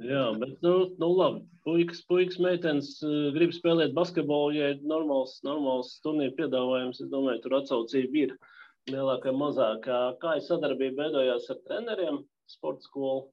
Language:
Latvian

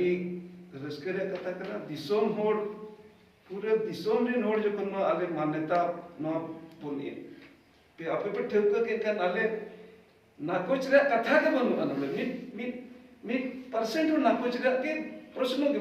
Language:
Santali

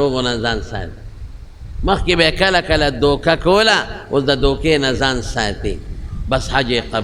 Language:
Pashto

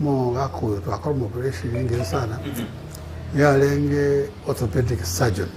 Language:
Gusii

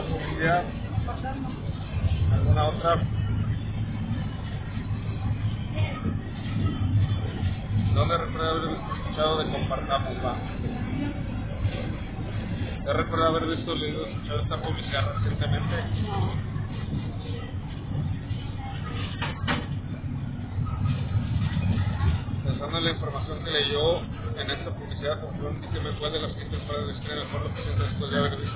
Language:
Spanish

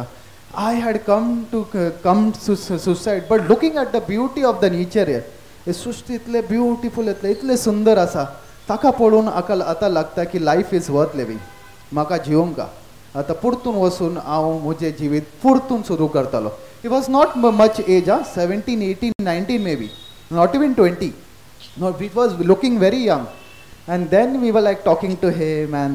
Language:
Konkani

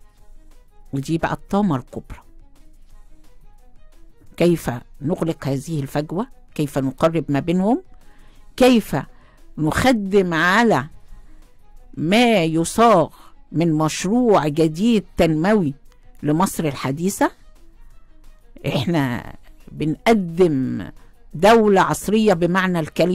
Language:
Egyptian Arabic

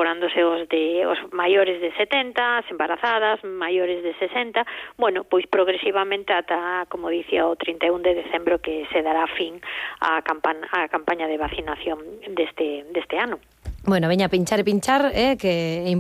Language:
Galician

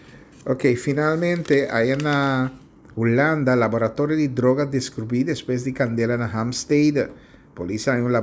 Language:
Papiamento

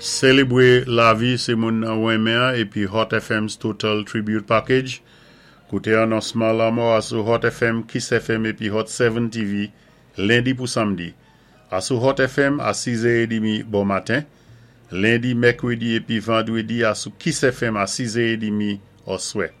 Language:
Saint Lucian Creole French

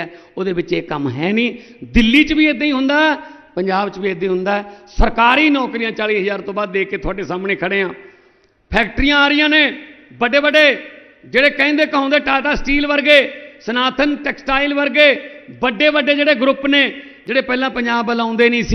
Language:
Punjabi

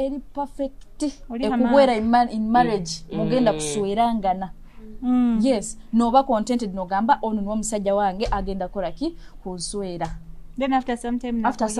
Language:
Nyoro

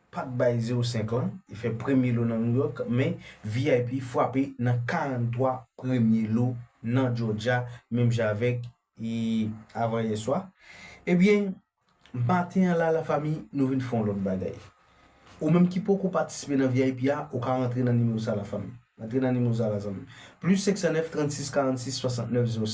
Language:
Haitian Creole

